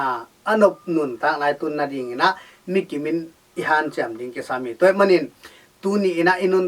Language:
Tedim Chin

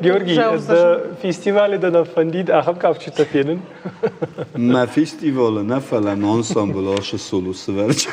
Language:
Ossetic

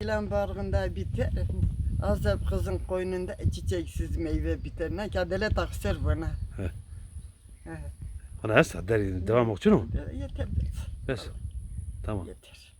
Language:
Zaza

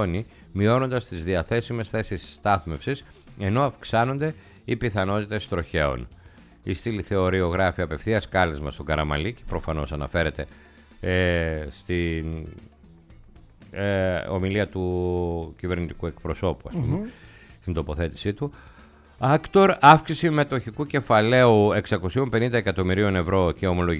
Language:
Greek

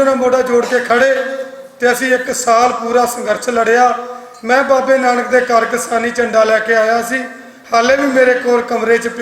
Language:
Western Panjabi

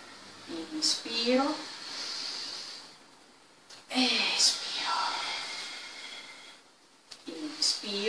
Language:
Italian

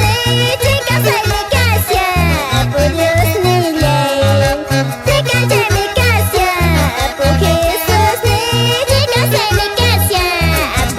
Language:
Quechua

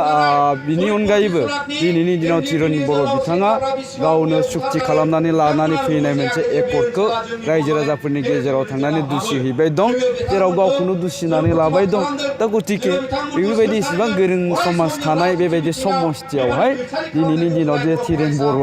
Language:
Bodo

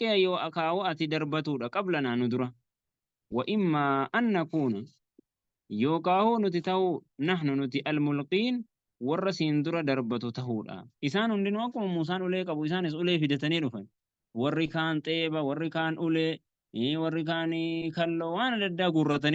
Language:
Oromo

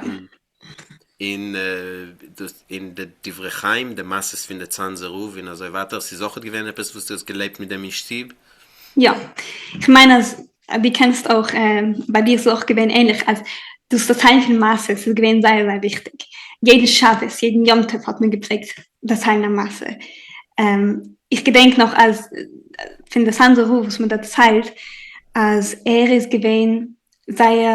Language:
Yiddish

